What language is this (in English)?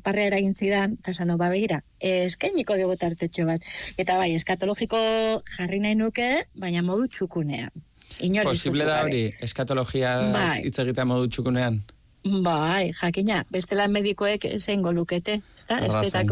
Basque